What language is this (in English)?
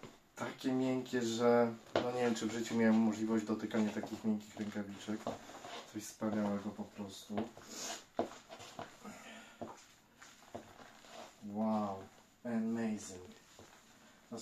Polish